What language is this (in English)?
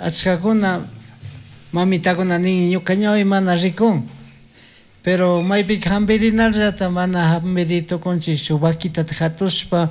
Chimborazo Highland Quichua